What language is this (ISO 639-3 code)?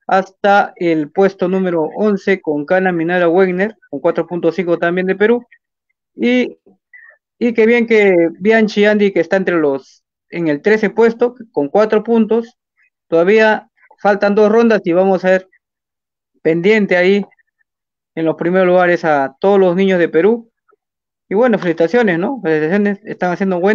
spa